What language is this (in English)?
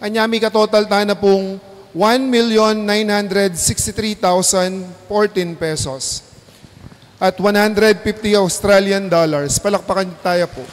Pampanga